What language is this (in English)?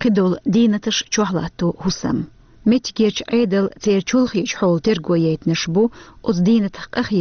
Chechen